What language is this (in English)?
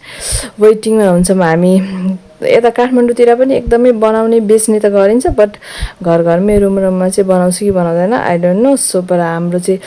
Nepali